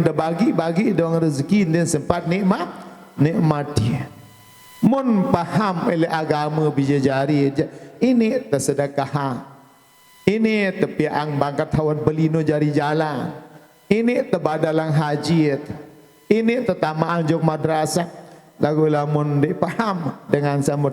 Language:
Sasak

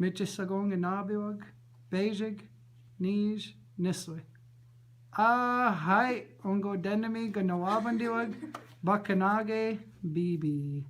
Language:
Chippewa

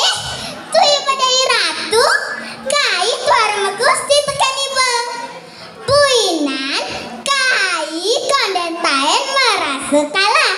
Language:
Balinese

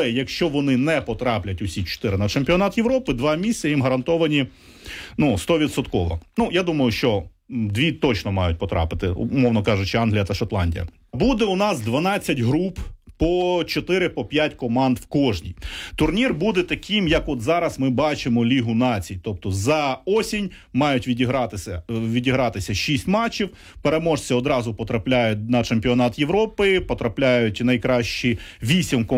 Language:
Ukrainian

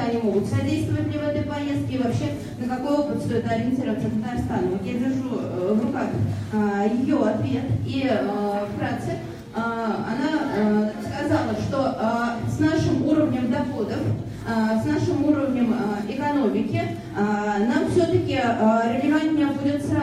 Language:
Russian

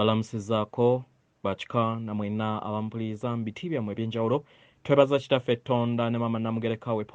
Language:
Ganda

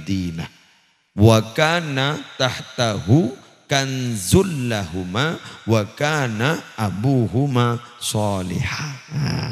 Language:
Madurese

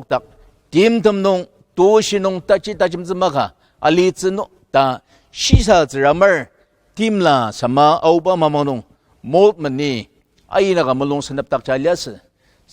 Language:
Ao Naga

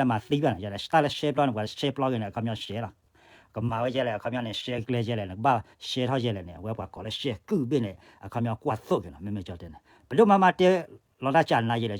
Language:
S'gaw Karen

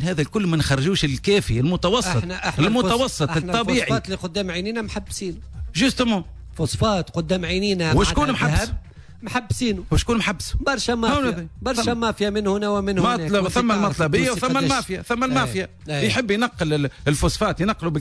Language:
Tunisian Arabic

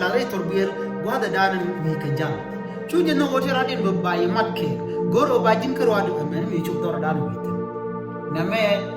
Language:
Nuer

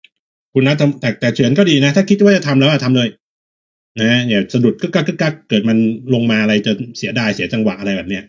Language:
Thai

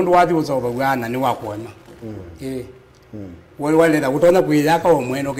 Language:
Kamba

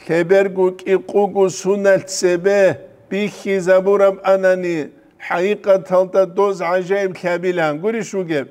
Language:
Avaric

